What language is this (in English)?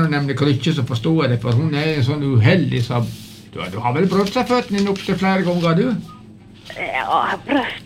Norwegian